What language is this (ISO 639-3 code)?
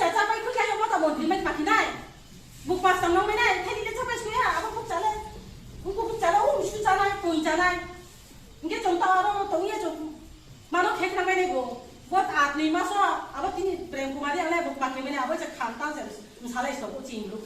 ria